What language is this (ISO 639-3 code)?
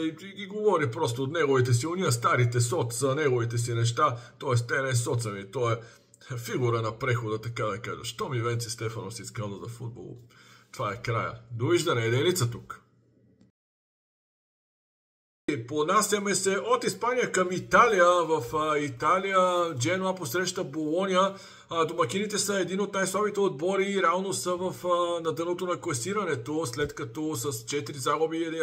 bul